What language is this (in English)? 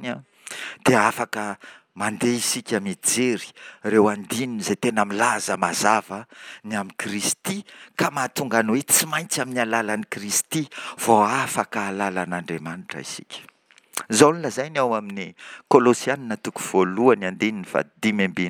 Malagasy